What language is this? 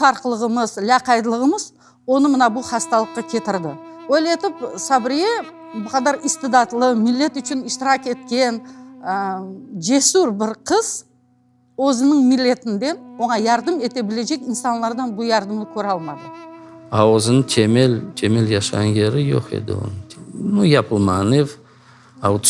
Crimean Tatar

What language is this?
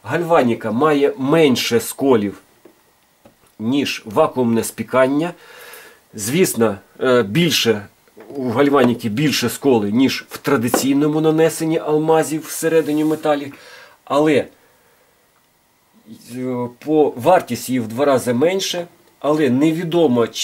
Ukrainian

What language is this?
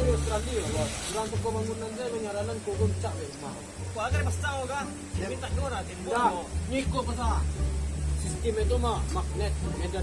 Minangkabau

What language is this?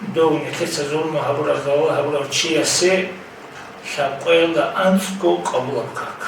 Avaric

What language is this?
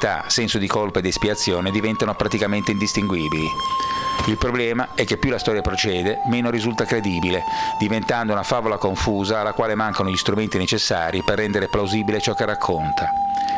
Italian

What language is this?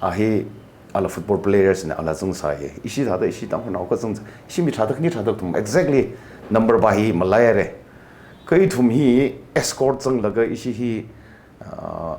Tangkhul Naga (India)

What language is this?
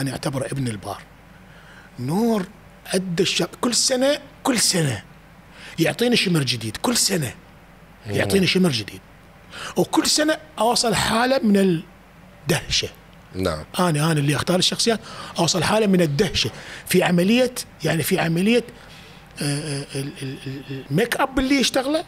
Mesopotamian Arabic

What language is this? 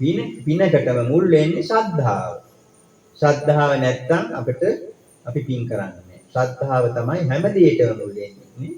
Sinhala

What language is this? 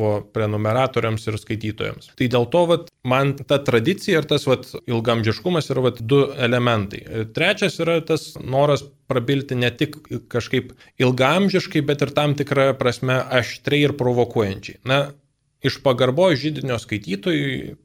Lithuanian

